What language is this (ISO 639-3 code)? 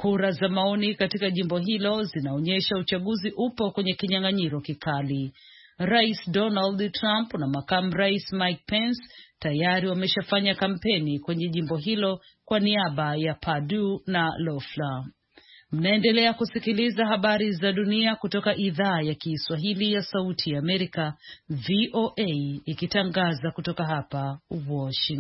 swa